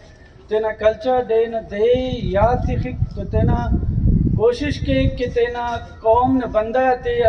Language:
Brahui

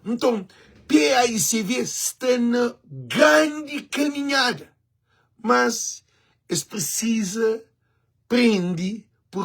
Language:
Kabuverdianu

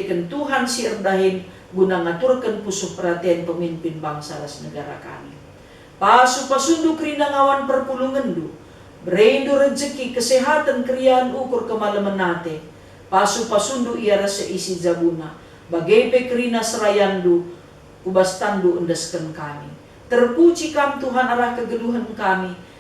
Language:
Batak Karo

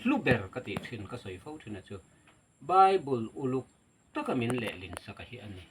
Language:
Mizo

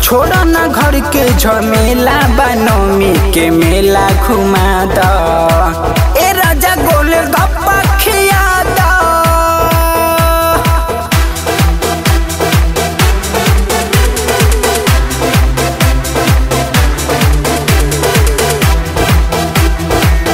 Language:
Bhojpuri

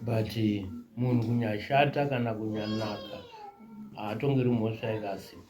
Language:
Shona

